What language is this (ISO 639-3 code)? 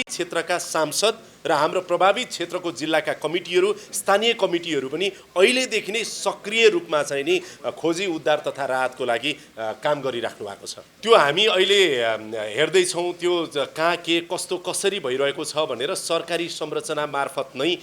nep